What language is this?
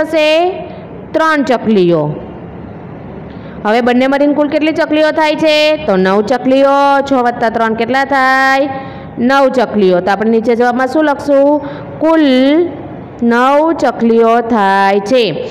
Gujarati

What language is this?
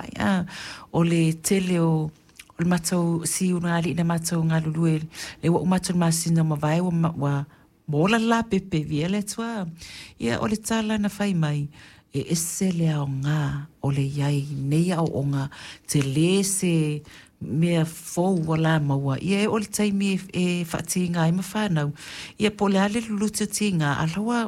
Samoan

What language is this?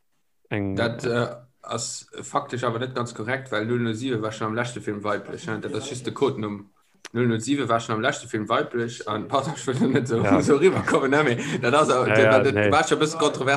Luxembourgish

